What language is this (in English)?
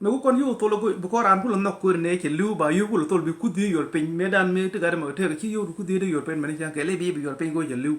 Nuer